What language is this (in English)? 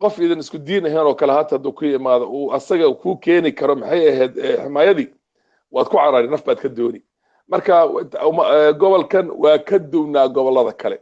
Somali